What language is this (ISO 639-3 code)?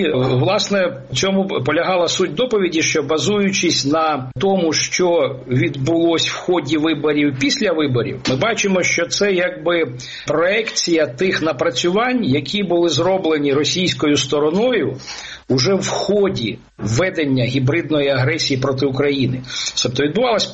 ukr